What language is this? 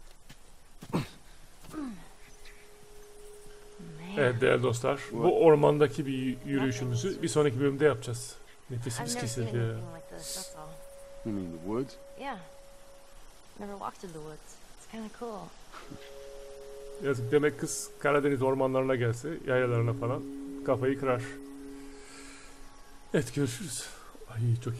Turkish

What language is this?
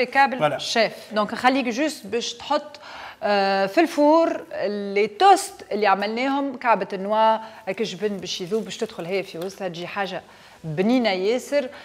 Tunisian Arabic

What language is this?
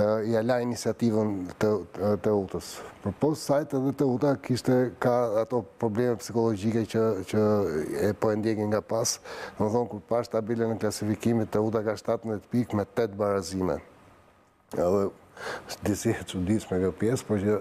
Albanian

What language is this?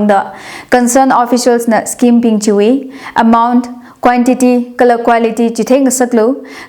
Tangkhul Naga (India)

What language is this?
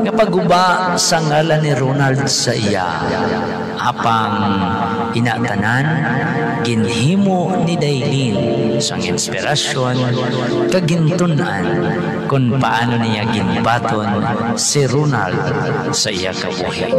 Hiligaynon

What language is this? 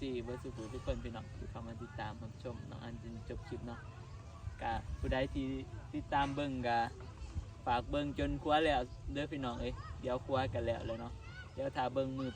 Northeastern Thai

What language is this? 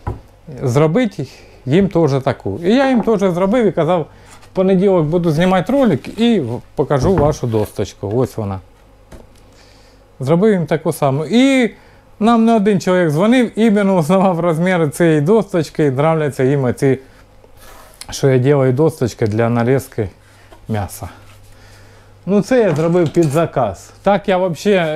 Ukrainian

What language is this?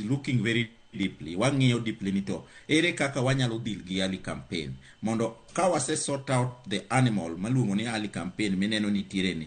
Luo (Kenya and Tanzania)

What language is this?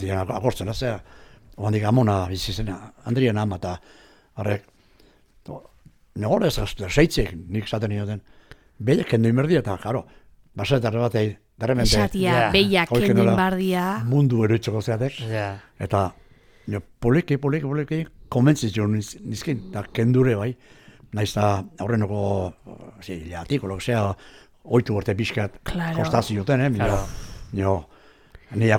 Basque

